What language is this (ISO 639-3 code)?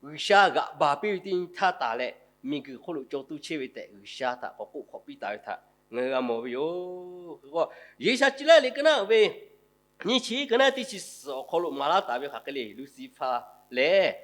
lhu